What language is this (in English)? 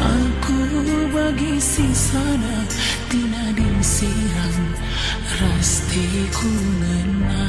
Batak Karo